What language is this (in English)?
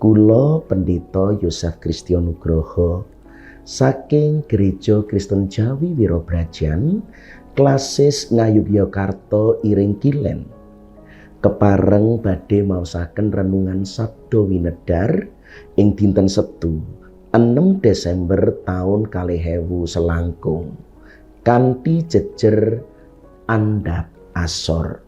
Javanese